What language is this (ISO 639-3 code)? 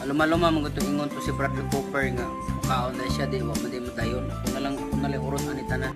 ceb